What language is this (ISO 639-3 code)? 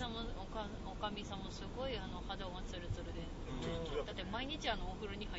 jpn